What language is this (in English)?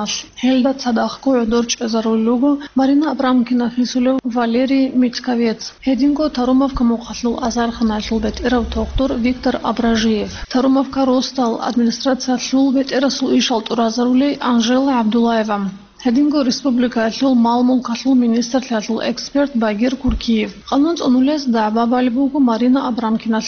Avaric